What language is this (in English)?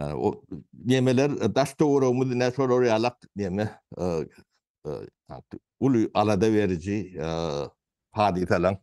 Turkmen